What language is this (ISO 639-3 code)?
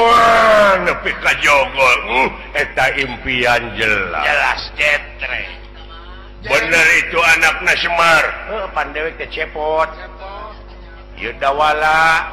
sun